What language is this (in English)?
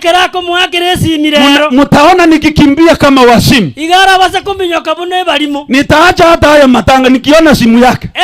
Gusii